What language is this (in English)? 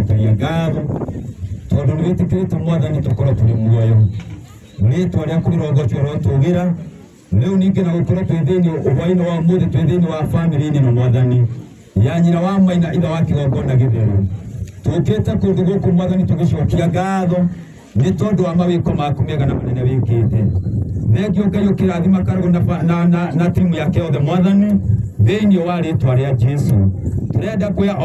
Kikuyu